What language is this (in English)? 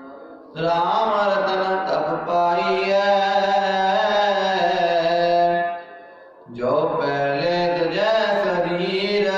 Punjabi